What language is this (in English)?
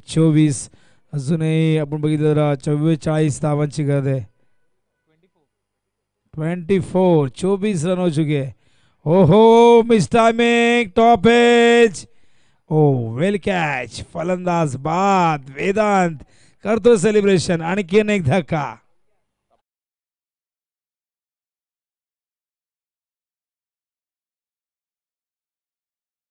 Marathi